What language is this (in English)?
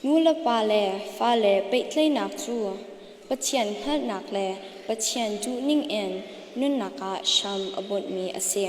Hakha Chin